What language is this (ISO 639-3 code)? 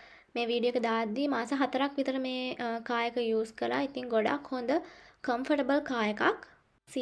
sin